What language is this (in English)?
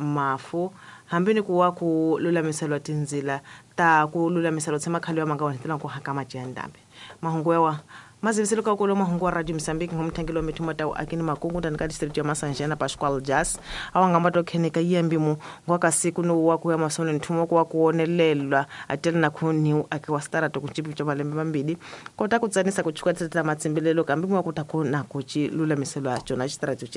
Tsonga